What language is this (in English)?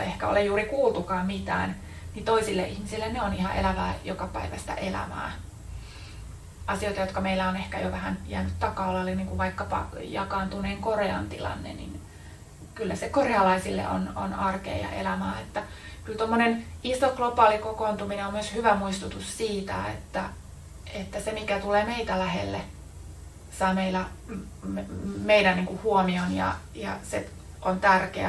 Finnish